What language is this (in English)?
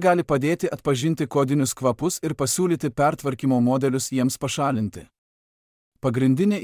Lithuanian